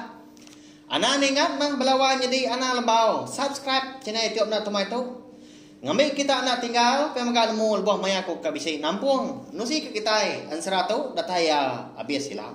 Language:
Iban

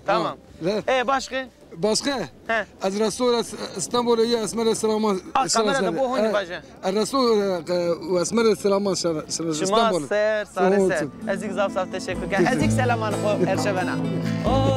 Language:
Zaza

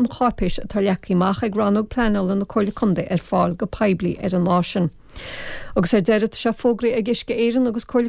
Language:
Irish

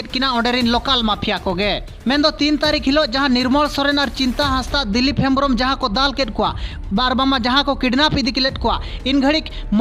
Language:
Santali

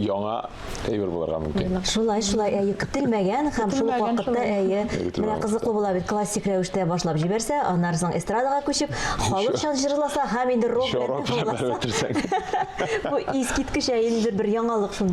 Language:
Tatar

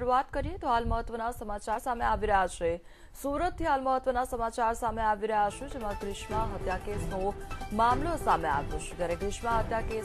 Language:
Gujarati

